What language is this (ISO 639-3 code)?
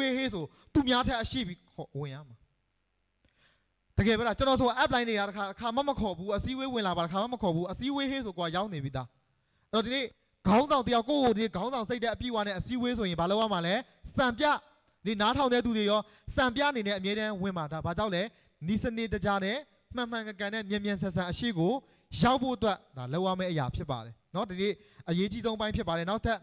mya